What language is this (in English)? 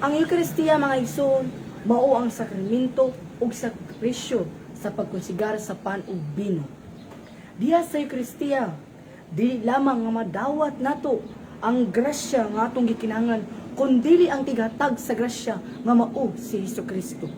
Cebuano